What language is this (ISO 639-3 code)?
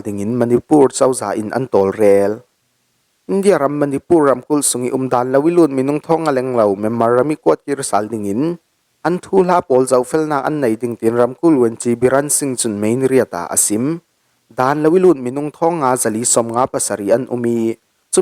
cfm